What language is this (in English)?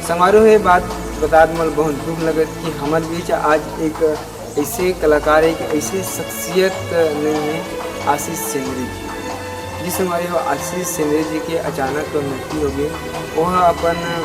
Chhattisgarhi